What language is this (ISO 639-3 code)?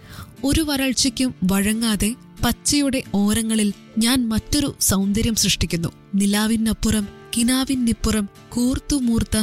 mal